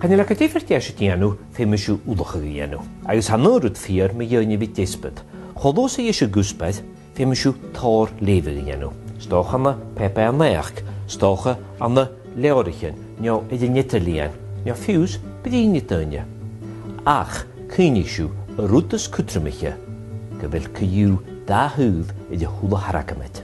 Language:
Scottish Gaelic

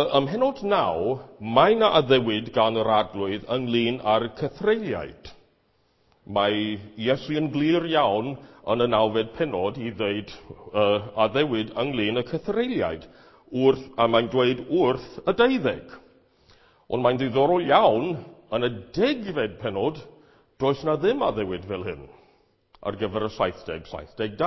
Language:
Welsh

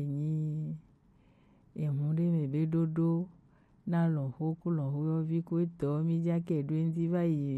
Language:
Gen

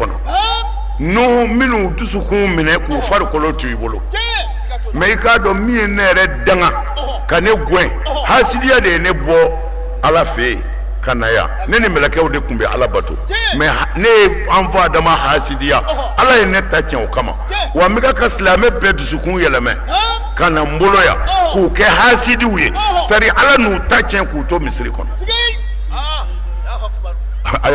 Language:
Bambara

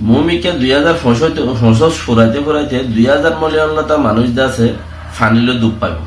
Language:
Rohingya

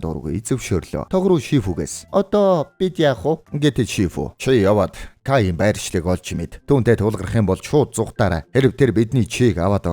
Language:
Mongolian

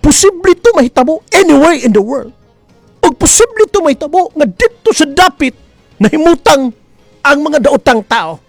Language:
Cebuano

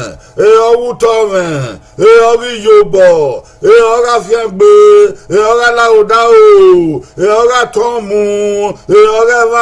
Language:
Bini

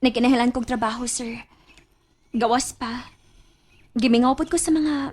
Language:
Cebuano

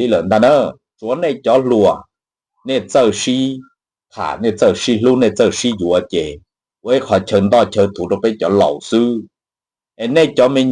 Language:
Hmong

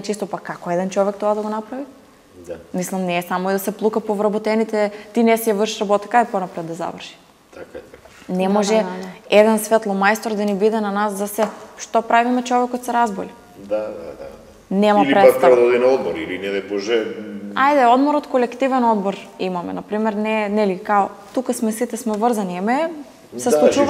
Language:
Macedonian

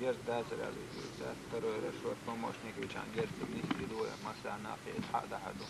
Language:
Chechen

